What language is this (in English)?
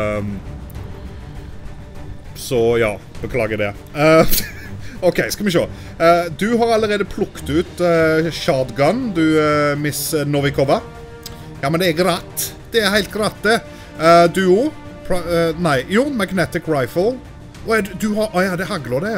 Norwegian